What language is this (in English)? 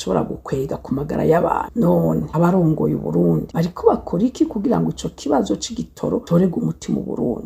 Rundi